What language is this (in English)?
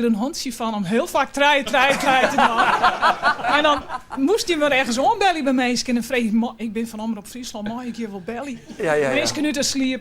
Western Frisian